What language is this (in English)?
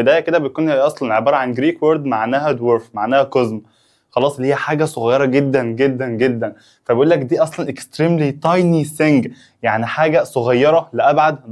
Egyptian Arabic